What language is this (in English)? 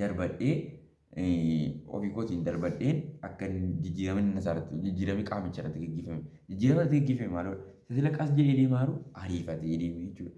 Oromo